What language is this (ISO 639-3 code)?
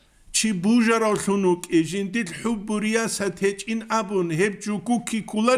ava